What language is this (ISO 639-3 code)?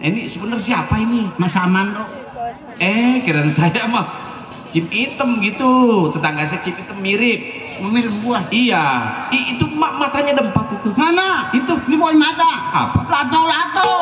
bew